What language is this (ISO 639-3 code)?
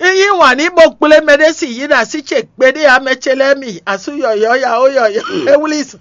fon